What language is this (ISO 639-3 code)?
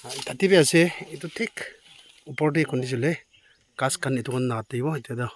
nag